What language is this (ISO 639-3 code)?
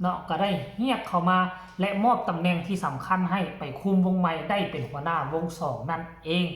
tts